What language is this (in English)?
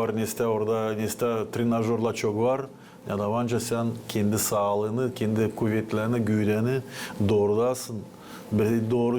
Gagauz